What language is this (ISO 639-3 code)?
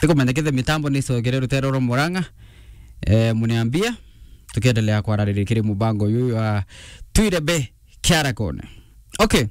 mer